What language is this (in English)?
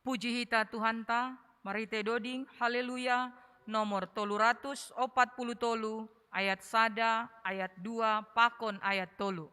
Batak Simalungun